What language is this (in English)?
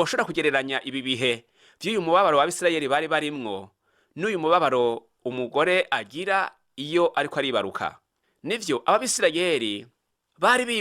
Rundi